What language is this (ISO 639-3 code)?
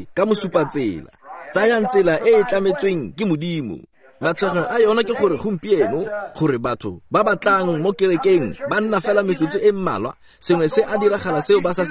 tsn